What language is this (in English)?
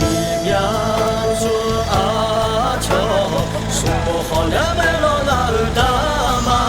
Akha